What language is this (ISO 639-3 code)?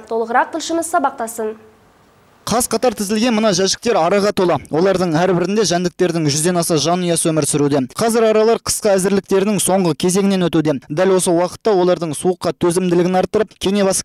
kaz